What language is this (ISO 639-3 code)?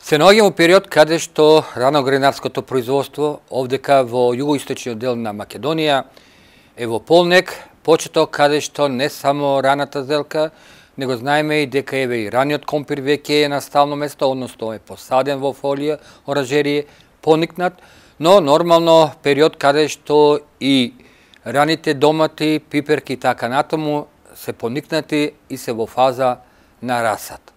mkd